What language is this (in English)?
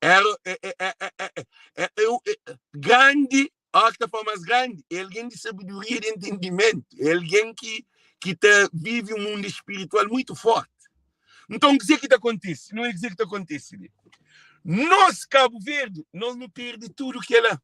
Kabuverdianu